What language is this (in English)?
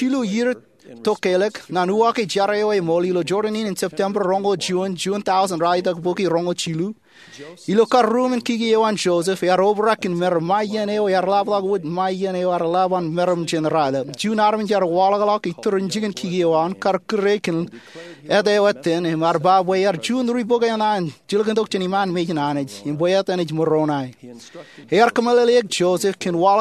Marshallese